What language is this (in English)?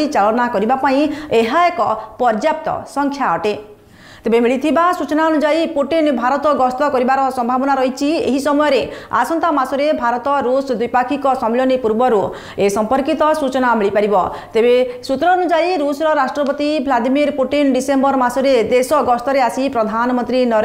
Odia